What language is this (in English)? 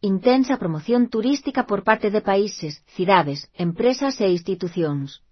Galician